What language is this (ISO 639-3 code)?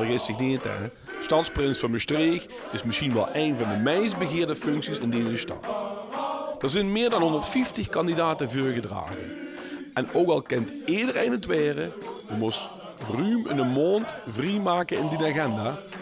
lim